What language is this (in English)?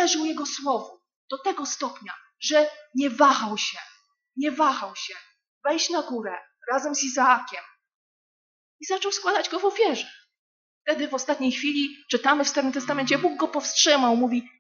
Polish